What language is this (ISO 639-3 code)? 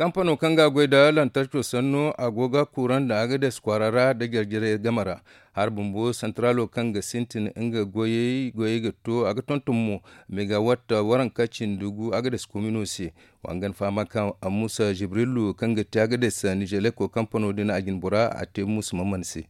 dje